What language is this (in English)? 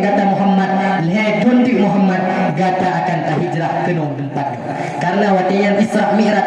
Achinese